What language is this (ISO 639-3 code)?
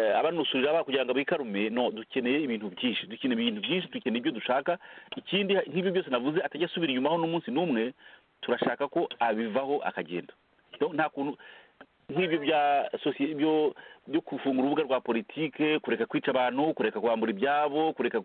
kin